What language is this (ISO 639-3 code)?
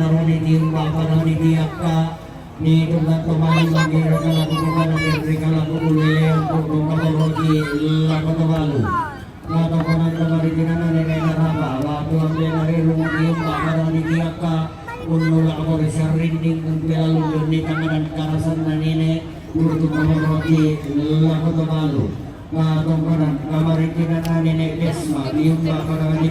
sda